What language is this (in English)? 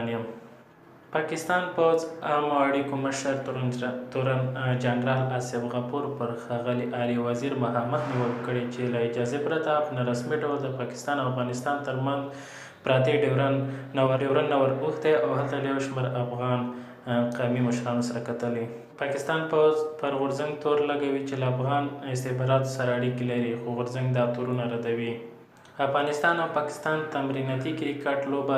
Pashto